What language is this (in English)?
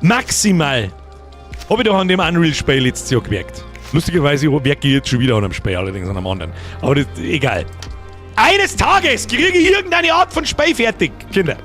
Bavarian